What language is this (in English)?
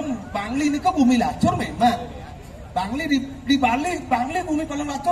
Balinese